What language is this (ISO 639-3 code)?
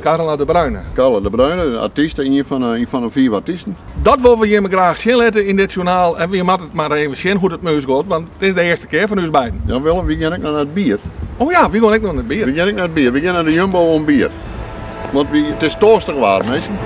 fry